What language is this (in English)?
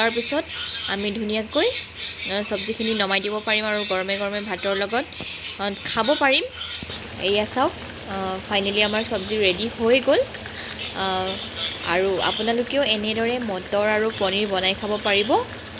Assamese